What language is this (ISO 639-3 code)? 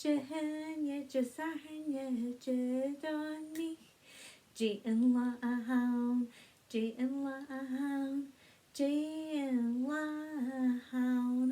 gla